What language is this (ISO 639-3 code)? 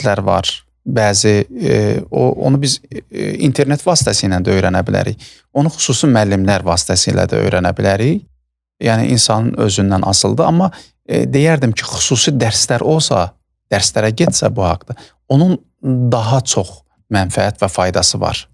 aze